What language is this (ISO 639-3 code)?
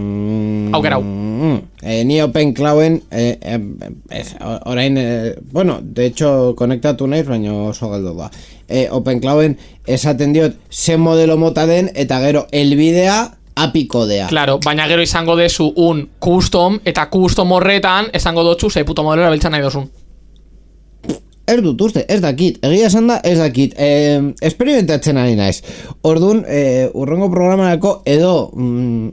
eus